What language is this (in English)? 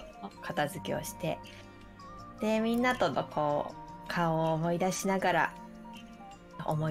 Japanese